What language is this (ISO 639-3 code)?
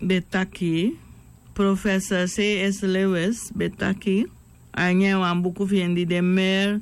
srn